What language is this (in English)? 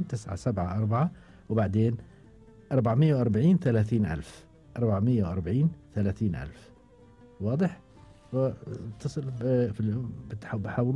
Gulf Arabic